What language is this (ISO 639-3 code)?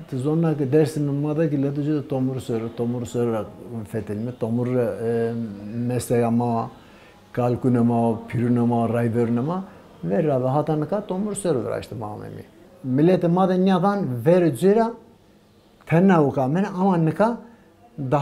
zza